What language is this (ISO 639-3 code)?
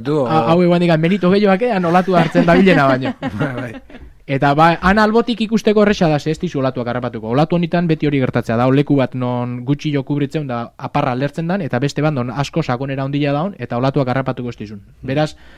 eus